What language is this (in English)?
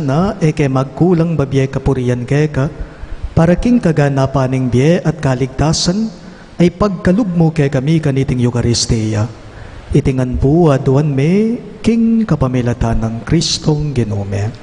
Pampanga